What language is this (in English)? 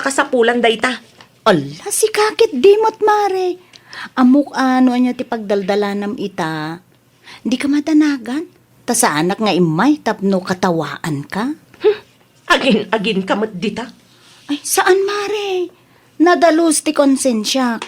Iloko